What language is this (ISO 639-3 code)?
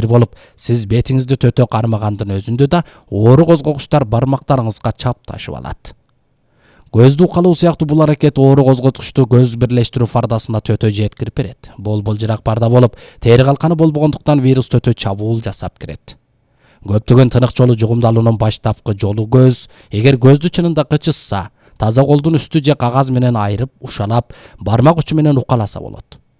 kir